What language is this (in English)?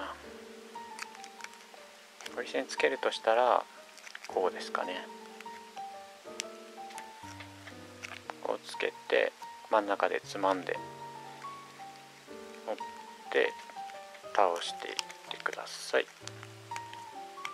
Japanese